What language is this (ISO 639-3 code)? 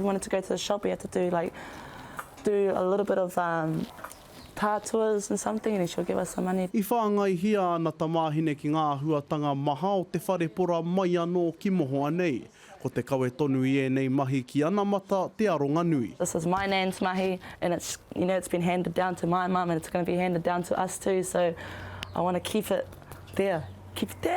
mri